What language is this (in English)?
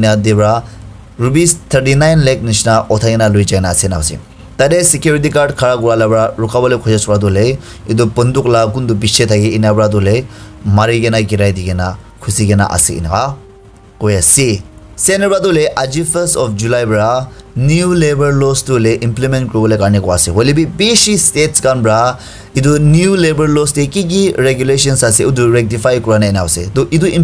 Naga Pidgin